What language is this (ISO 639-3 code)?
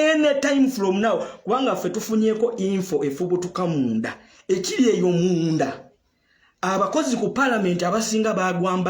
lug